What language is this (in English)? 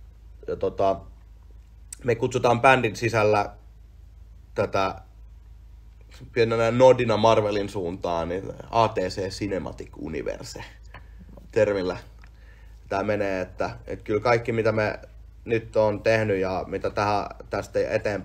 Finnish